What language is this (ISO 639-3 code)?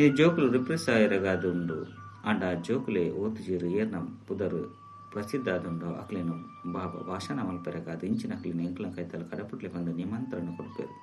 tcy